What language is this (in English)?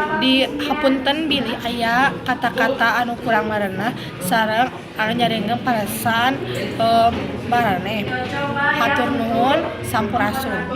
Sundanese